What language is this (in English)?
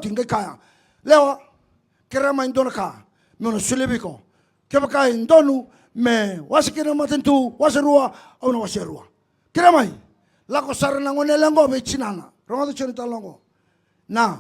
Fijian